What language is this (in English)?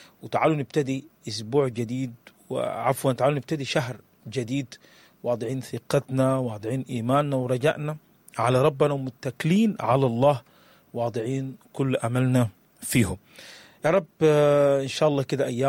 Sudanese Arabic